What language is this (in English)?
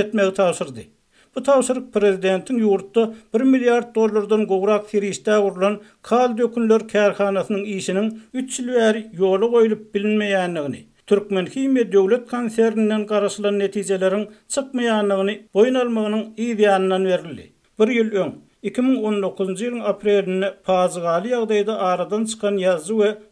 Turkmen